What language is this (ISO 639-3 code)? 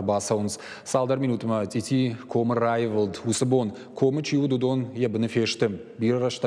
oss